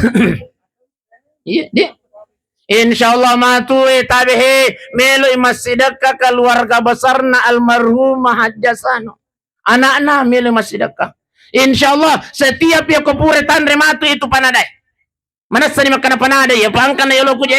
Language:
Buginese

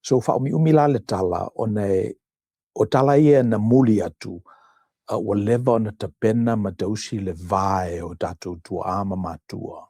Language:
Samoan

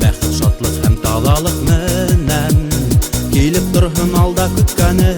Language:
Bashkir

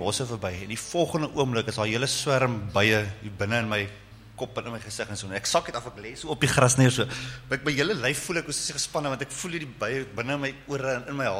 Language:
Afrikaans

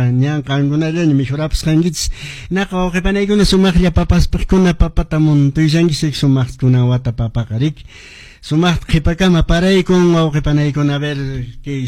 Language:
Quechua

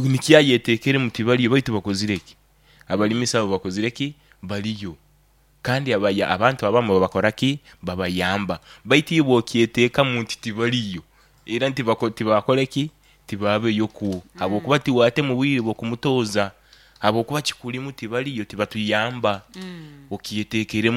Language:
Nyoro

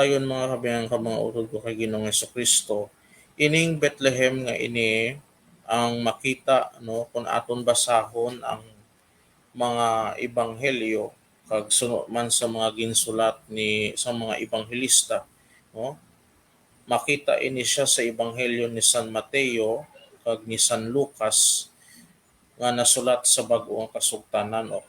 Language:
Hiligaynon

